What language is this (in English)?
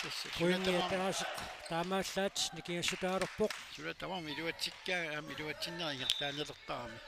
Kalaallisut